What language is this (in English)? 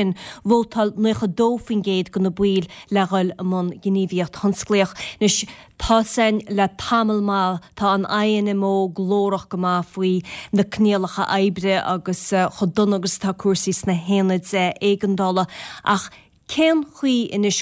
Irish